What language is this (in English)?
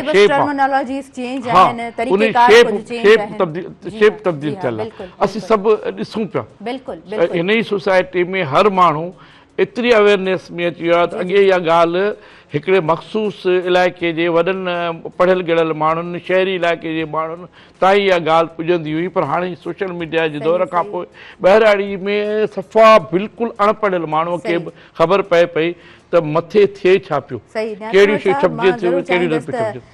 Sindhi